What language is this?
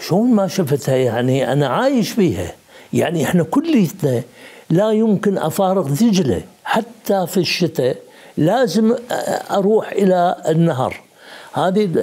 Mesopotamian Arabic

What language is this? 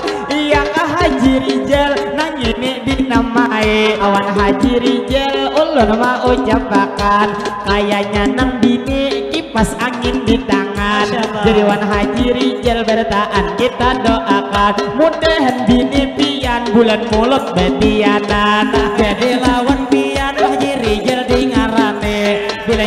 Banjar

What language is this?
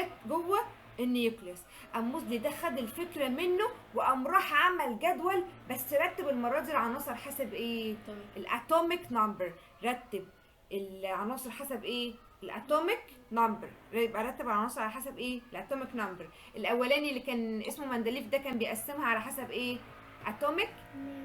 Egyptian Arabic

